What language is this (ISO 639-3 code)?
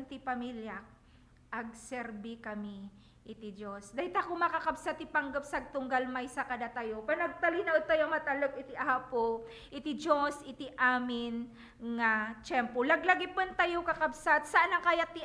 ilo